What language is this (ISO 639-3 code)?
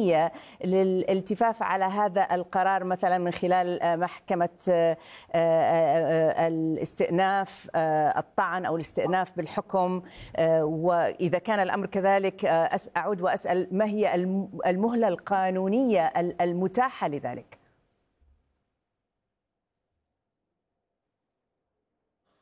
ara